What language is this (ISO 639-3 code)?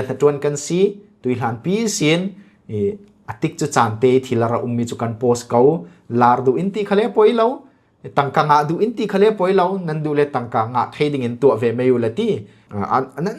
cfm